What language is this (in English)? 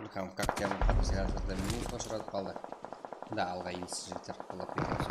Kara-Kalpak